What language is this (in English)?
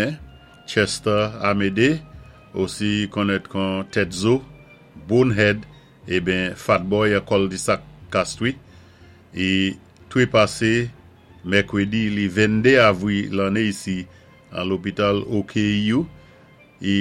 Saint Lucian Creole French